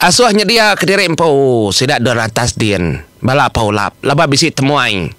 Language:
Iban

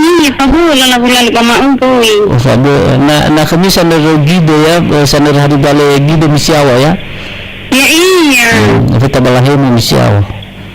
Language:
Nias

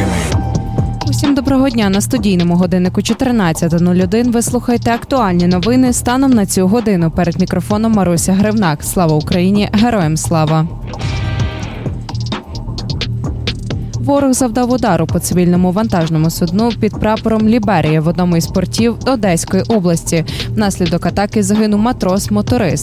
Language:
Ukrainian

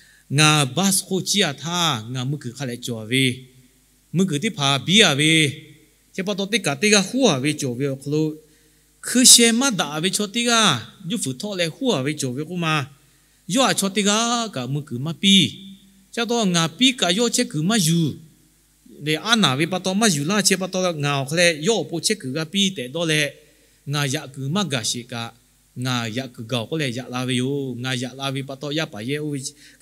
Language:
Lahu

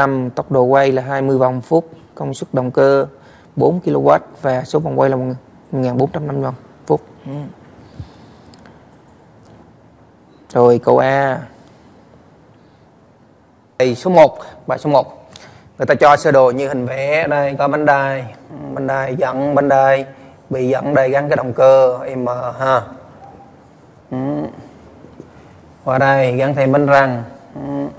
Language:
Vietnamese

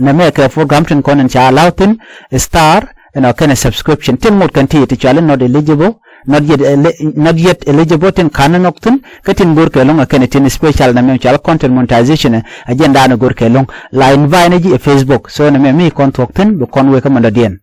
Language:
Nuer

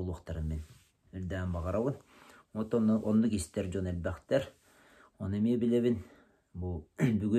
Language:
Yakut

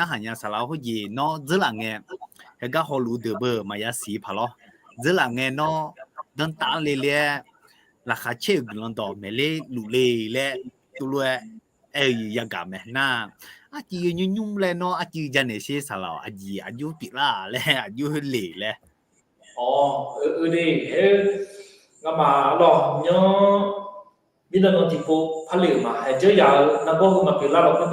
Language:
Akha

